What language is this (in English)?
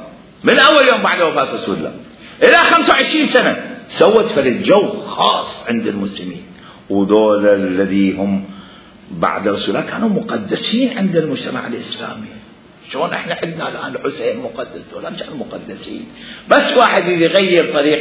Mesopotamian Arabic